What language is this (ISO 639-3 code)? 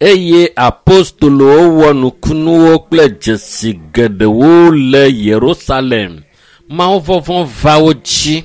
ewe